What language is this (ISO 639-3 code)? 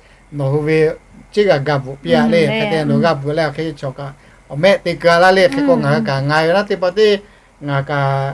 lhu